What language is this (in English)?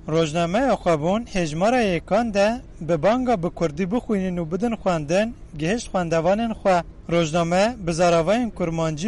Kurdish